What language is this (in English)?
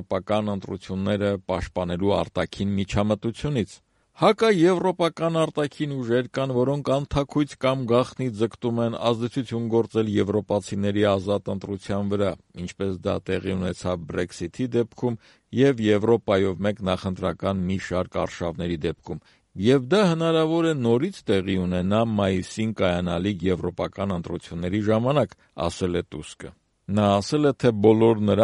Armenian